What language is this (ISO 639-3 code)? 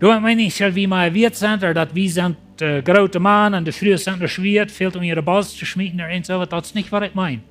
pdt